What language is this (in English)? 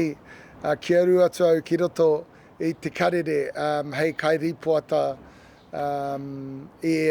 Māori